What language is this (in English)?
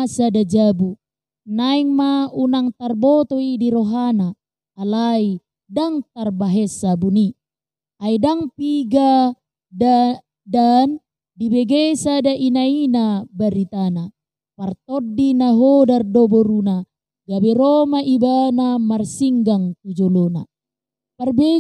Batak Toba